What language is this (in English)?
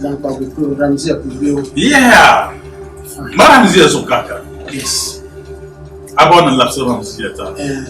Dagbani